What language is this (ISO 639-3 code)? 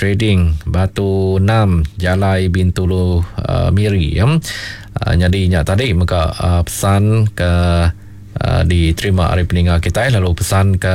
iba